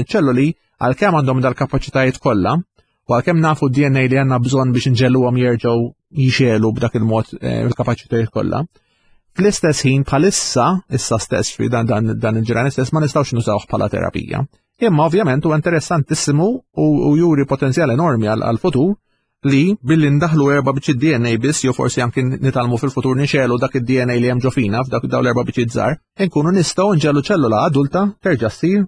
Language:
Maltese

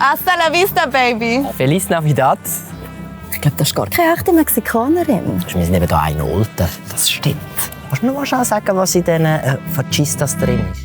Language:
Swiss German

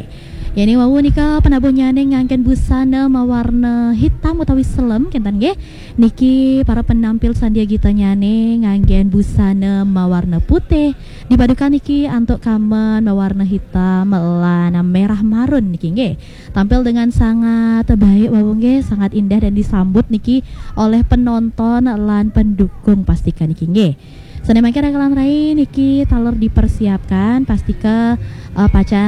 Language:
Balinese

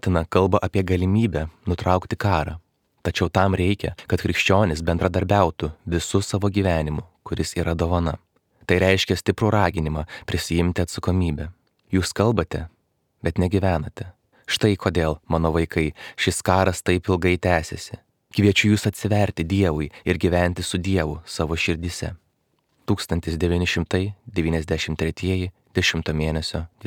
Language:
Lithuanian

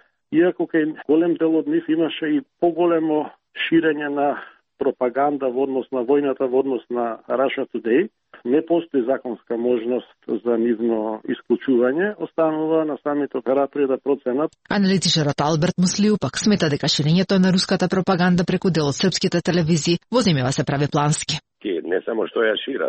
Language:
Macedonian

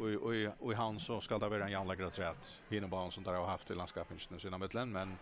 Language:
Faroese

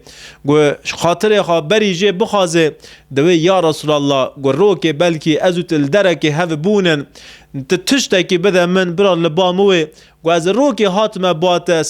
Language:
Kurdish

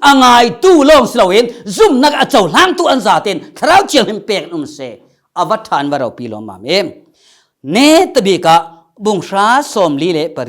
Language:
Falam Chin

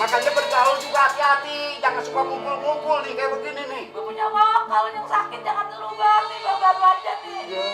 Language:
Betawi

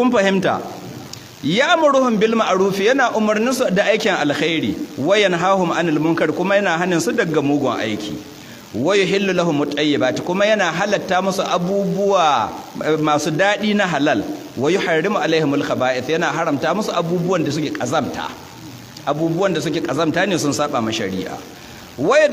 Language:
Hausa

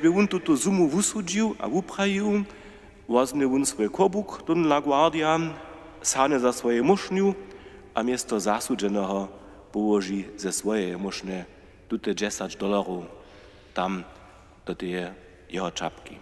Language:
Upper Sorbian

